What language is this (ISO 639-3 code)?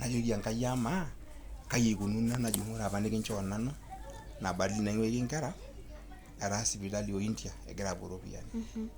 mas